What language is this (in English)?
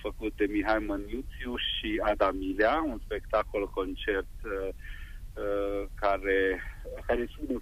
Romanian